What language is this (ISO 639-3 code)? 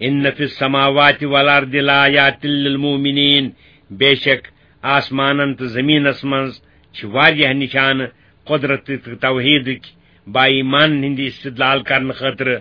kas